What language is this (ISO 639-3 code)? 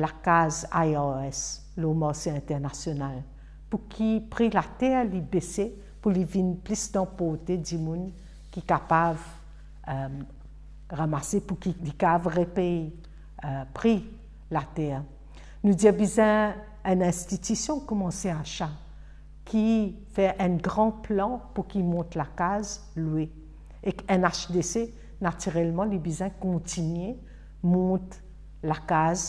mfe